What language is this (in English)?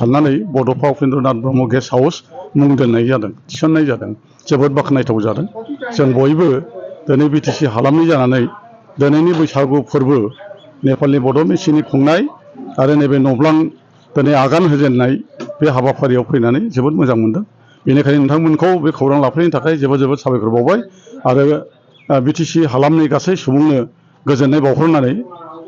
Bodo